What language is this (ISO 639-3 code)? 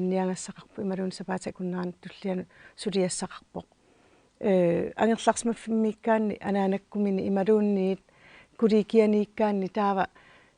kal